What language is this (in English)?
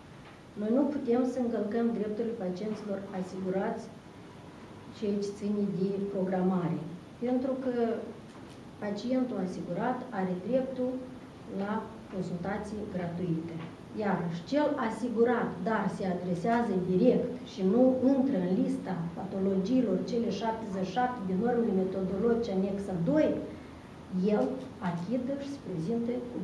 Romanian